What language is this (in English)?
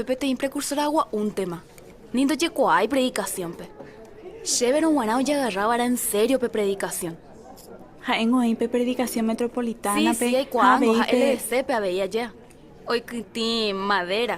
Guarani